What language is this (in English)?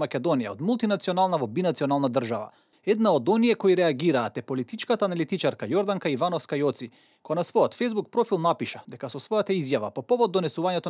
Macedonian